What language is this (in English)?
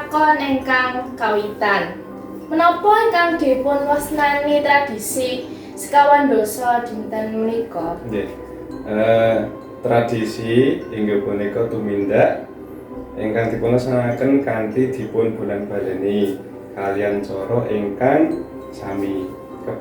Javanese